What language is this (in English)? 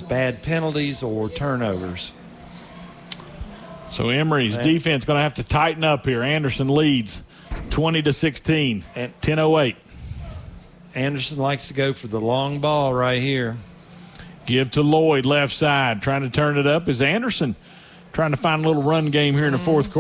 English